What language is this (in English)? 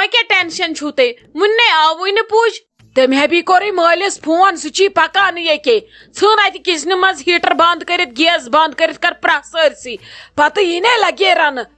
Kashmiri